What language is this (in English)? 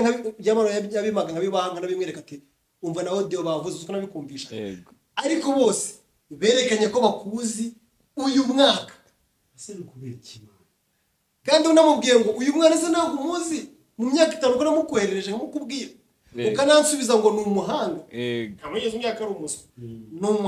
Kinyarwanda